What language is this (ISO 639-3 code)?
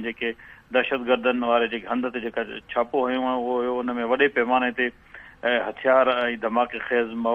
snd